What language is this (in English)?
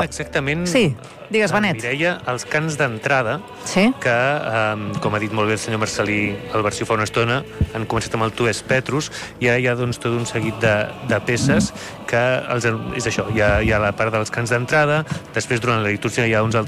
Catalan